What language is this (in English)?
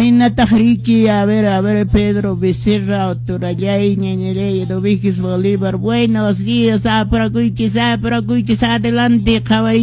Quechua